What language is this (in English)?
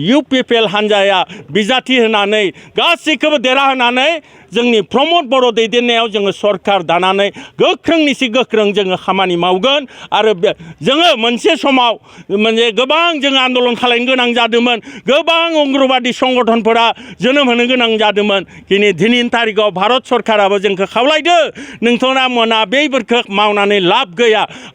Bodo